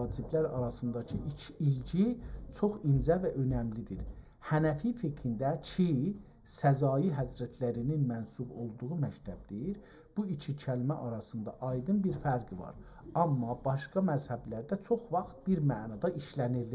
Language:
South Azerbaijani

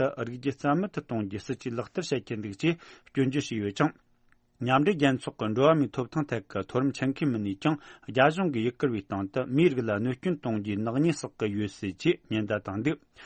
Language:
Tibetan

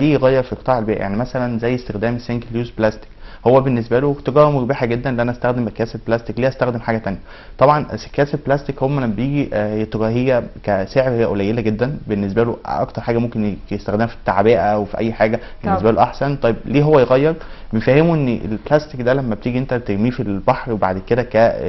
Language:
Egyptian Arabic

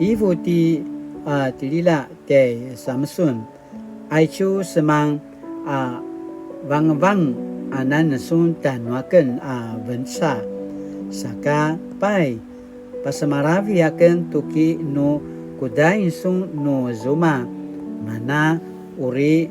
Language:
Paiwan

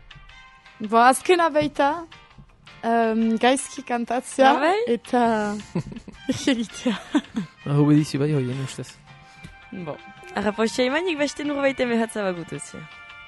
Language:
Basque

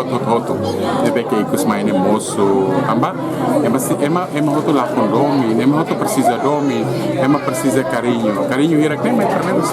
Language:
Tetum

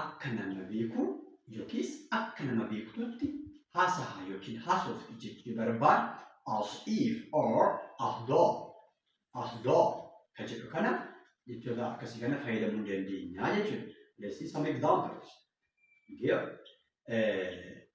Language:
Oromo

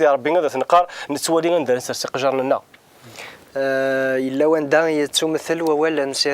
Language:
Kabyle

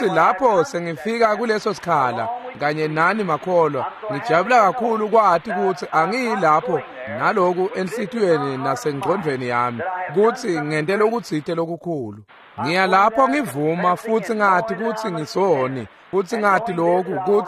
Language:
Swati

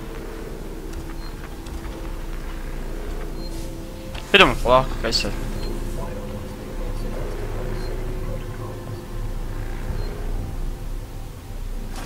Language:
Croatian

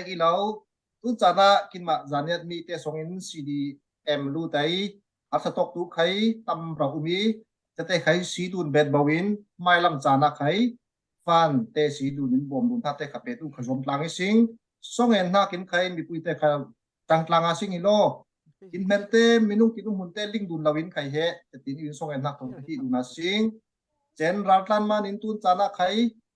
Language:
Falam Chin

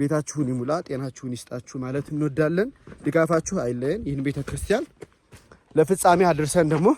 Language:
Amharic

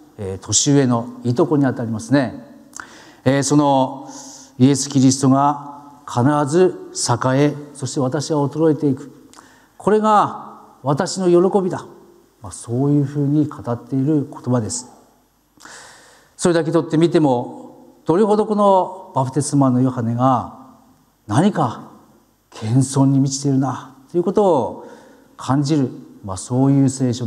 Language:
Japanese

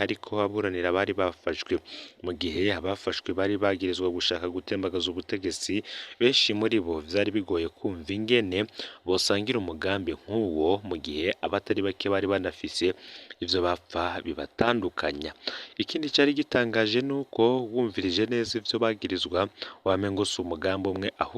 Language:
Rundi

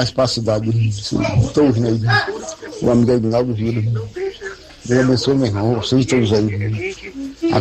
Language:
Portuguese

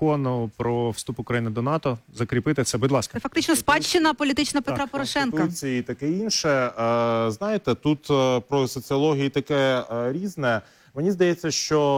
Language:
Ukrainian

